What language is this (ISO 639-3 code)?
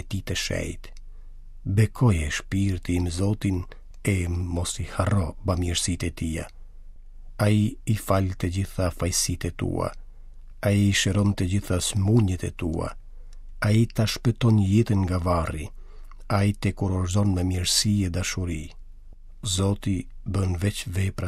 sqi